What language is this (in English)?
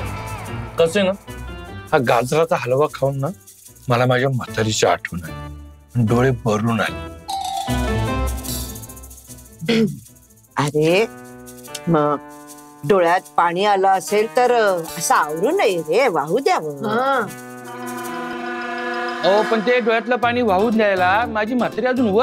Marathi